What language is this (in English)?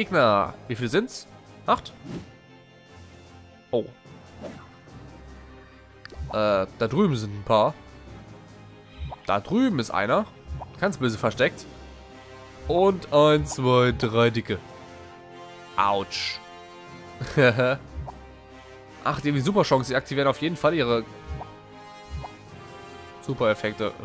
German